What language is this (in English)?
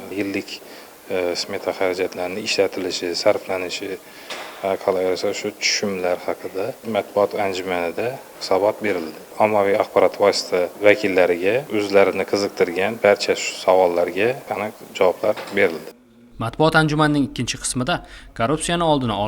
Uzbek